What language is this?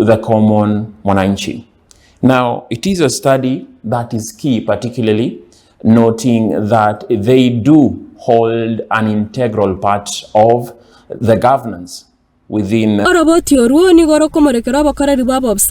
Gusii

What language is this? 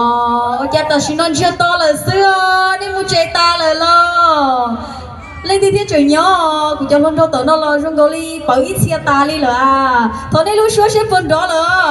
Hmong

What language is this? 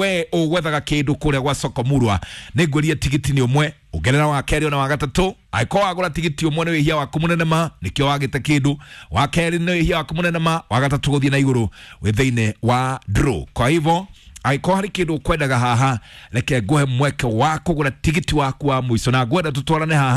Kikuyu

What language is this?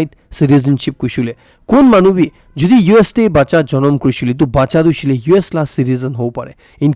Naga Pidgin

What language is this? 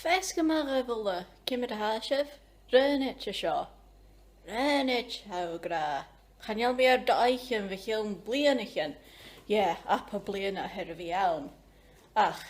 Scottish Gaelic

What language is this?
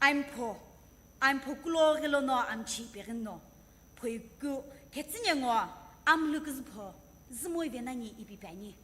Sumi Naga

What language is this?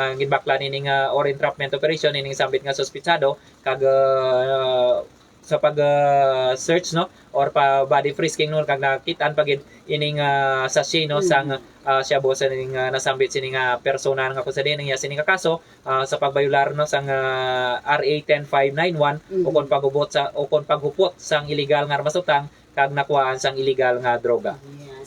Hiligaynon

